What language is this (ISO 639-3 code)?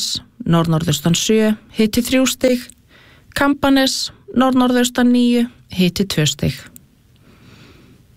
isl